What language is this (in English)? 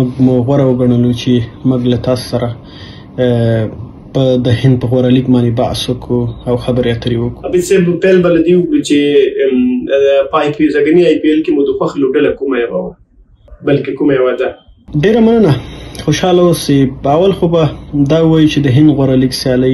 Pashto